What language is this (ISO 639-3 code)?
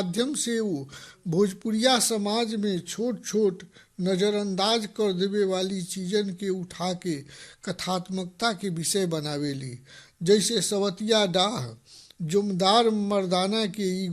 bho